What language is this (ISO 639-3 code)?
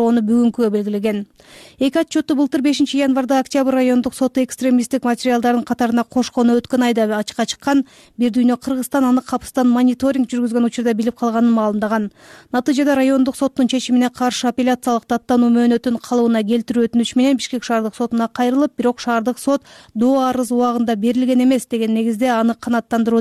kir